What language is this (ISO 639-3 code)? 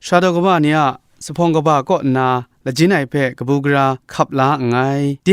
kac